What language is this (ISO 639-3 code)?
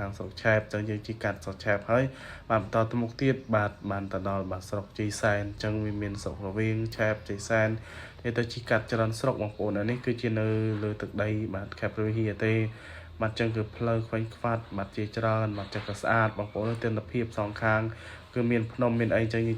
khm